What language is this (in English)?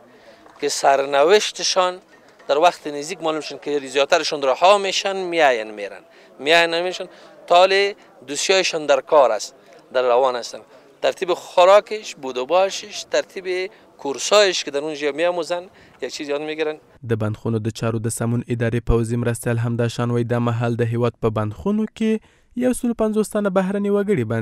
Pashto